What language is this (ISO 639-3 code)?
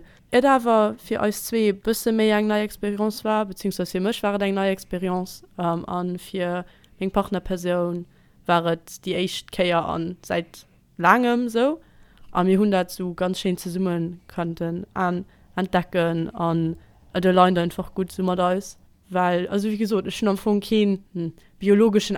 ltz